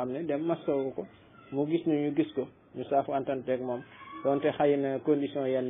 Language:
Wolof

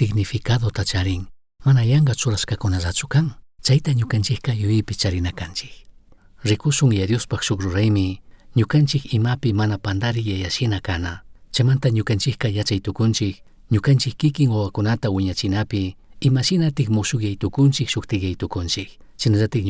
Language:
Chimborazo Highland Quichua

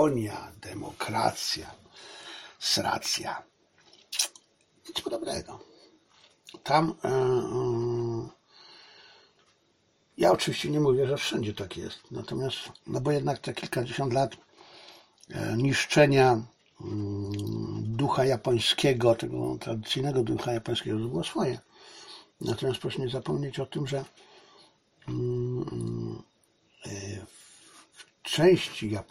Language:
Polish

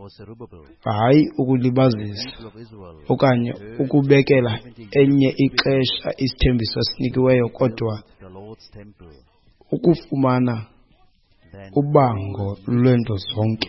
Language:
Xhosa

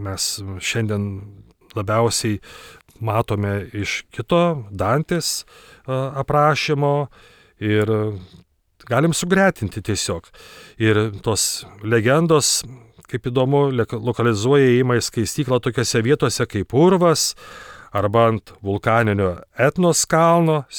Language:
Lithuanian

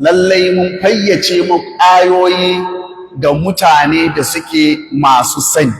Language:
Hausa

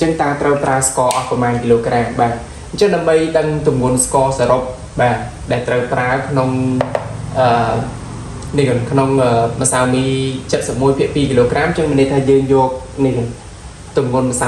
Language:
Khmer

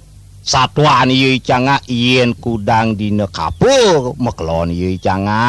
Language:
Balinese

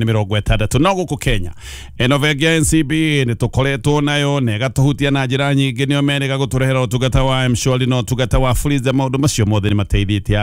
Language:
Kikuyu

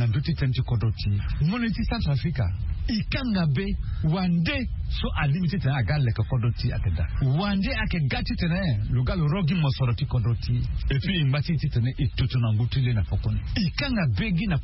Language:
Sango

